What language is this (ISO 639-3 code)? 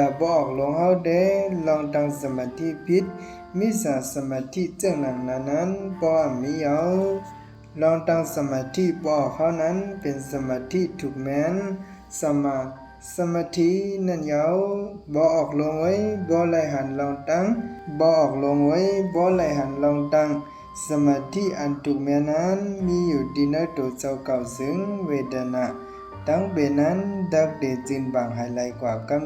shn